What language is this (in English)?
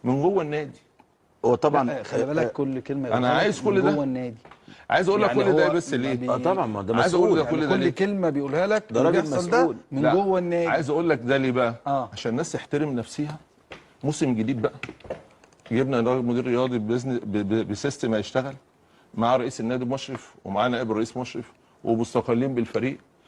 Egyptian Arabic